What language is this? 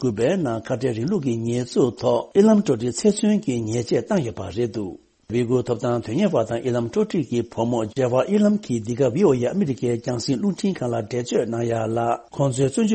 Tibetan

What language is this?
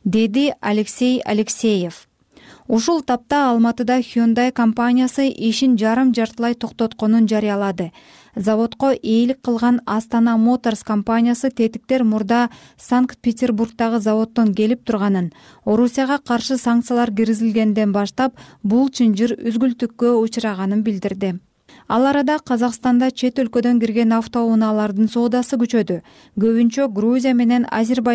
Kyrgyz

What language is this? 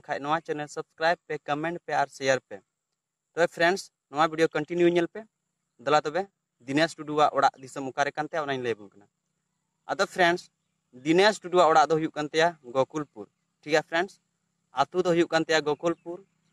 Santali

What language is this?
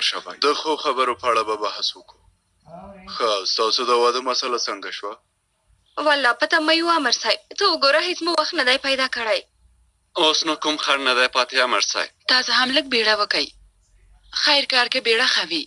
Pashto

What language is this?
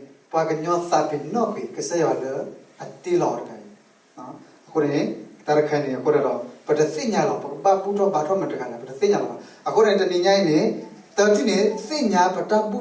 S'gaw Karen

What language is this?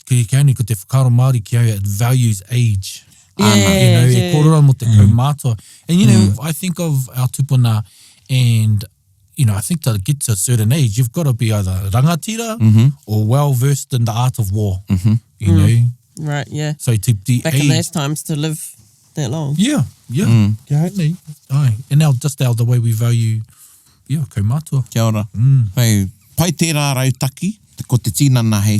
Māori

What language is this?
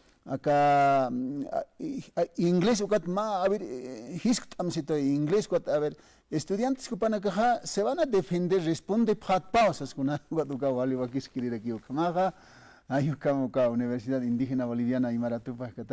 Aymara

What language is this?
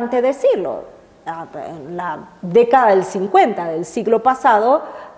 Spanish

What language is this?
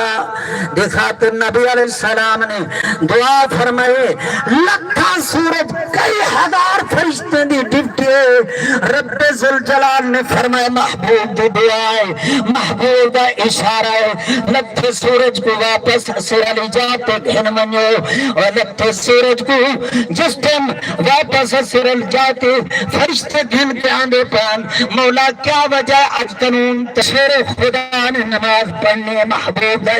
Saraiki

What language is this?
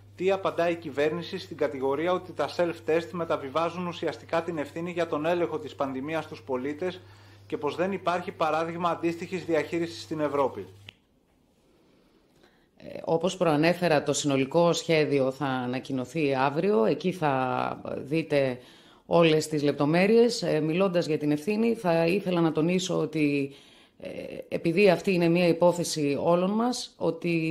Greek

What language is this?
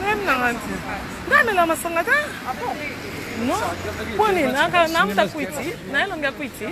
Lingala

